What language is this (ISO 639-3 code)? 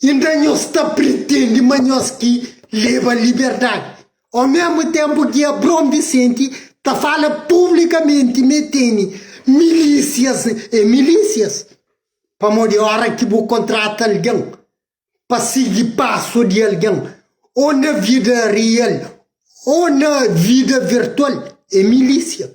kea